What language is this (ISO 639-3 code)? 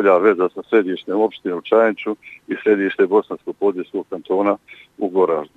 bos